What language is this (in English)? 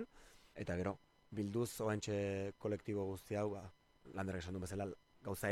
Basque